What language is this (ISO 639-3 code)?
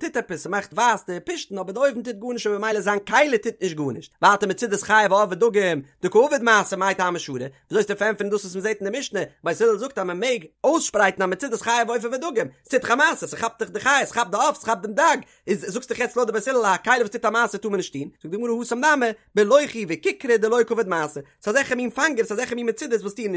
yid